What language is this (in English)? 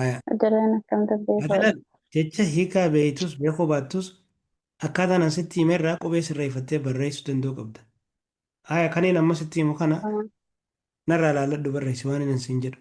Oromo